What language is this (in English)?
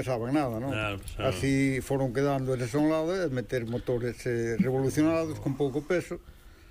Galician